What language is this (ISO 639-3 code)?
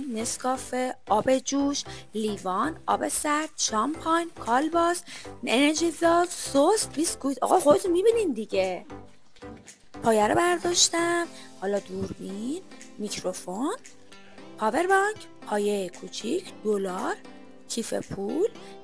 fas